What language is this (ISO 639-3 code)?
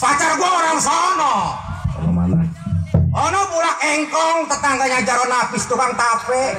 bew